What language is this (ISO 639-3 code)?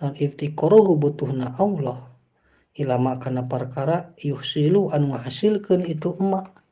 sun